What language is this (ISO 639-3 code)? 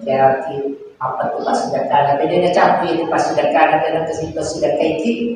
bug